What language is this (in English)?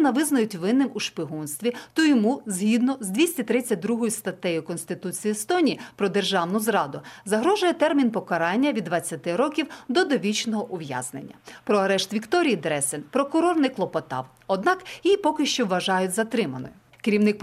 Ukrainian